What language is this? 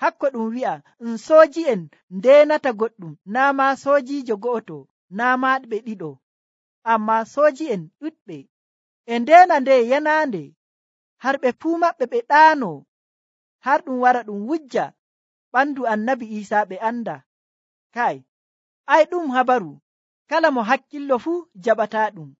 Nigerian Fulfulde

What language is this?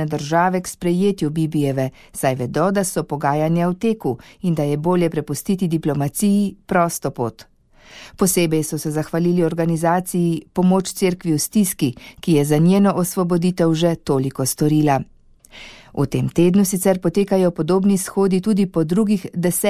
Slovenian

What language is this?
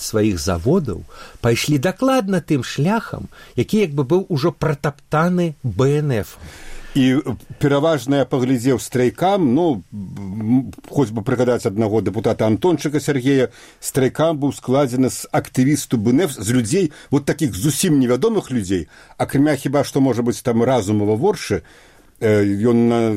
Belarusian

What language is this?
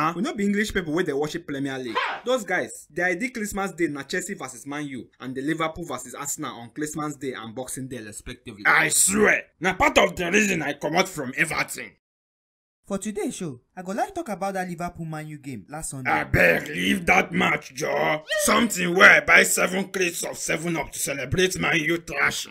Nigerian Pidgin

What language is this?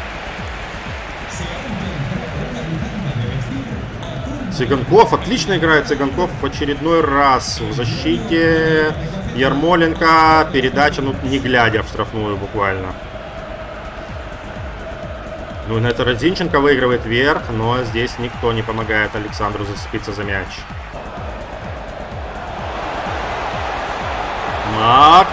Russian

